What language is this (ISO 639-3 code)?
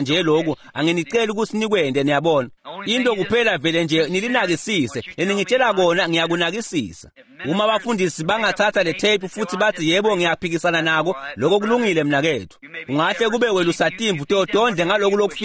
ssw